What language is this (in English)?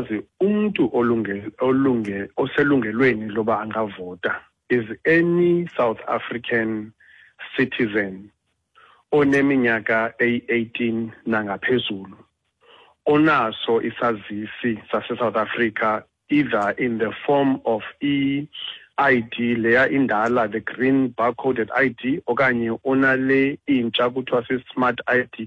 Xhosa